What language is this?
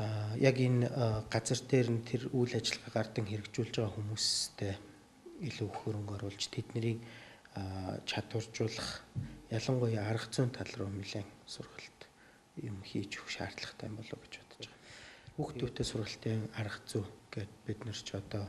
Mongolian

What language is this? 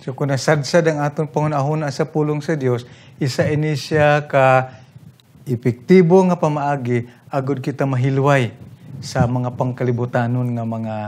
Hiligaynon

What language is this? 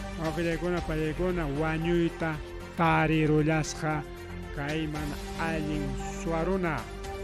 Ayacucho Quechua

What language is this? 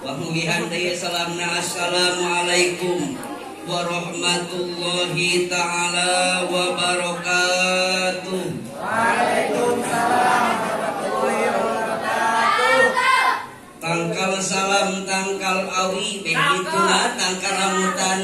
Sundanese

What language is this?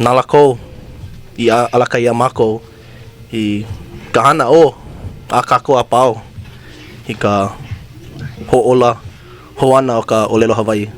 Hawaiian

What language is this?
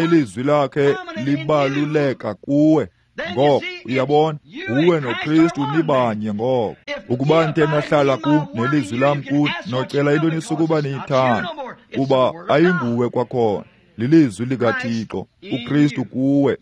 Xhosa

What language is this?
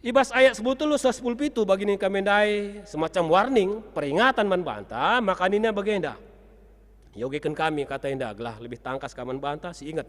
Batak Karo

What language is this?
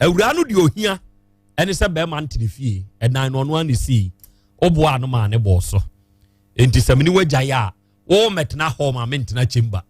Akan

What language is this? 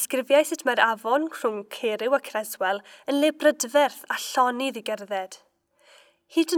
Welsh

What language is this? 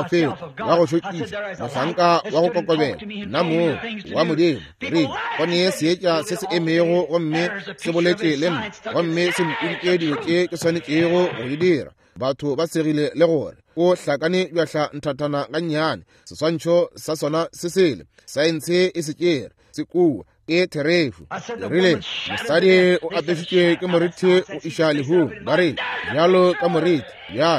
Northern Sotho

